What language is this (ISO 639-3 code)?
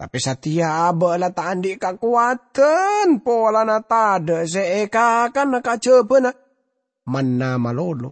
mad